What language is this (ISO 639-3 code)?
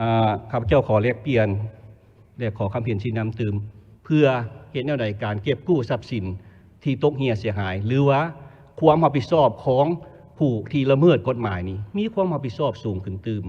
lao